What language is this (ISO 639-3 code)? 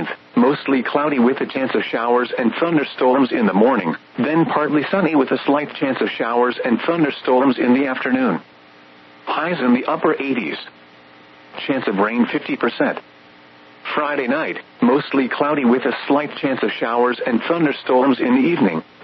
eng